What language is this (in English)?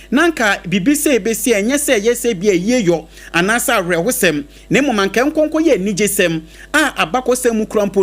Akan